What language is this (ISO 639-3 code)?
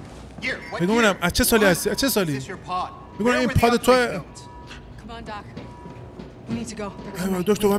fas